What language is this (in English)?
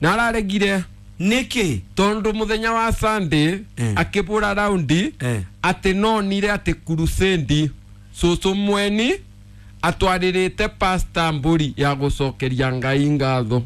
Kikuyu